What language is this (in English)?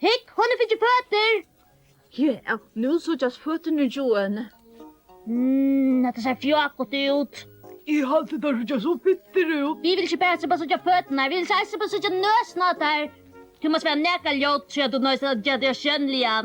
Faroese